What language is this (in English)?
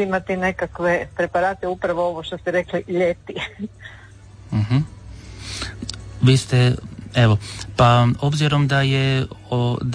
Croatian